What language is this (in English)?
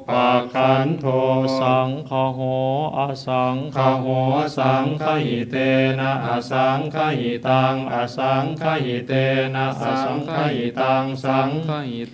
Pali